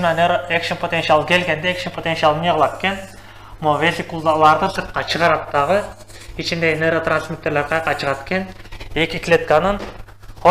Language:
Kyrgyz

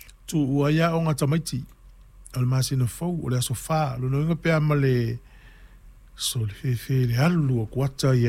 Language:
Samoan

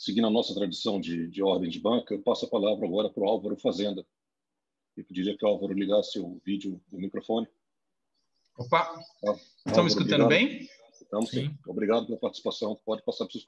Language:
Portuguese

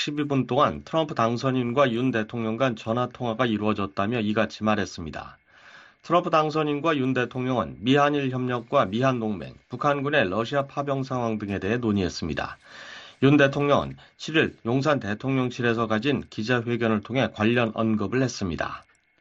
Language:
Korean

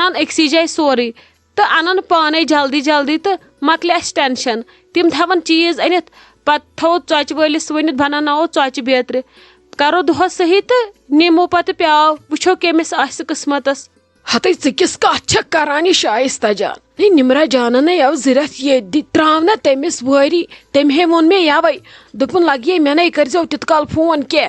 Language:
Kashmiri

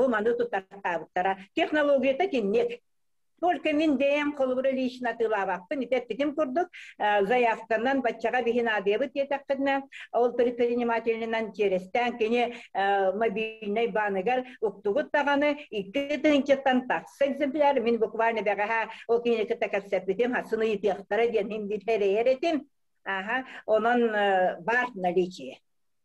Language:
Yakut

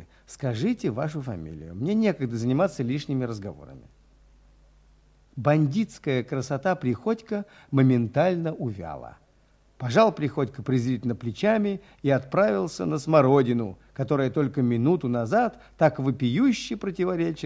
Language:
Russian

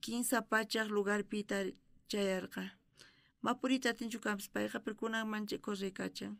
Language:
South Bolivian Quechua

